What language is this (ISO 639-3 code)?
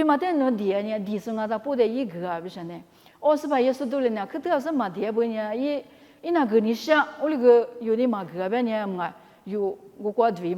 lis